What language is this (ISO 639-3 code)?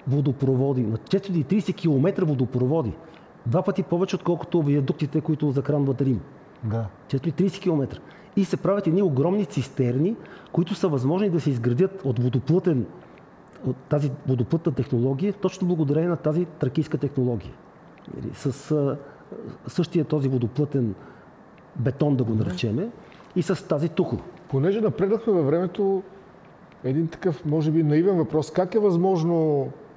bul